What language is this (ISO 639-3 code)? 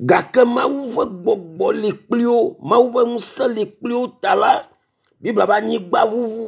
ewe